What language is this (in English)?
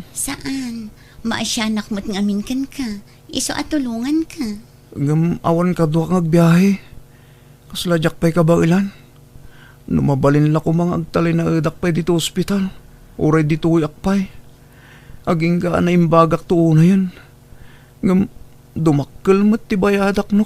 Iloko